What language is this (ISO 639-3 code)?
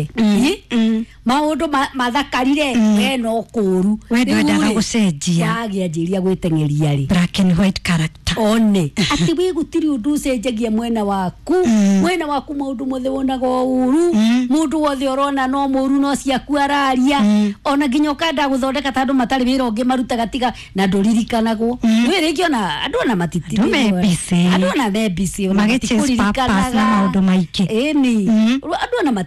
kik